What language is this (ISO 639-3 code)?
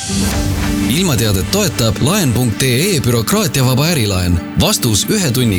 est